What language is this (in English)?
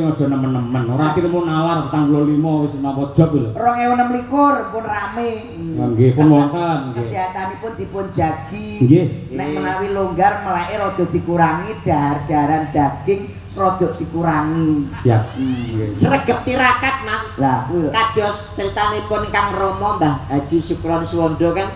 Javanese